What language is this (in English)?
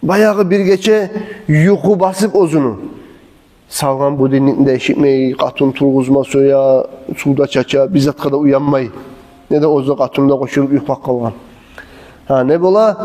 Kumyk